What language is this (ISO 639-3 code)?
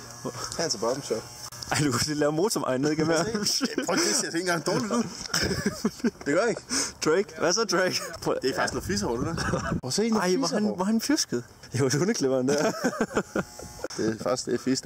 dan